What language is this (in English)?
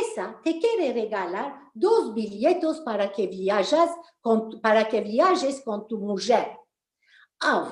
Ladino